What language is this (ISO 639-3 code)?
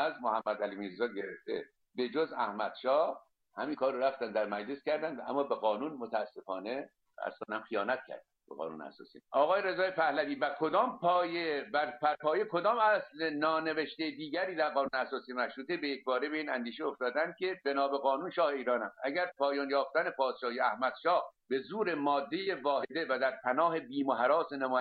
fas